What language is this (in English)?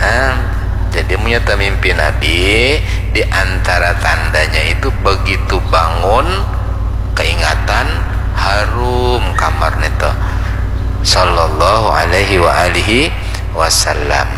Banjar